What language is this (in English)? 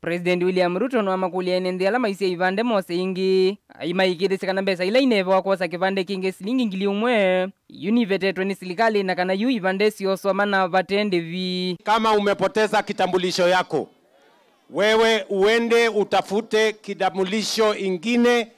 Kamba